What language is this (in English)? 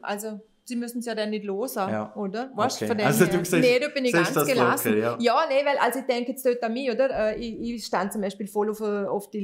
Swiss German